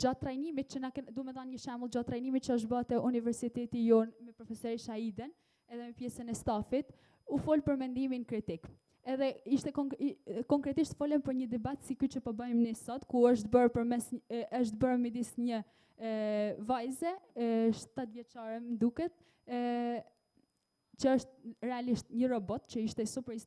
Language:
Albanian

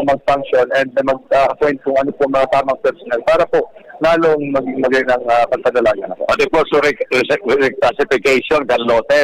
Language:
Bikol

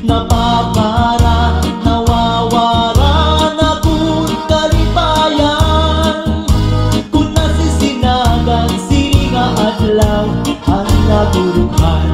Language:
Waray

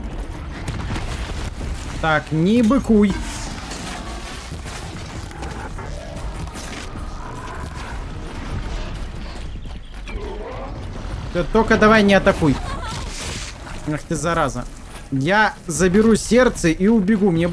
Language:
Russian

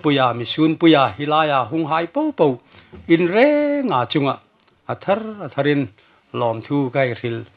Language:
Hmar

